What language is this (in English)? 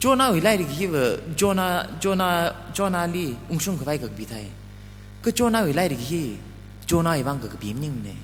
Tangkhul Naga (India)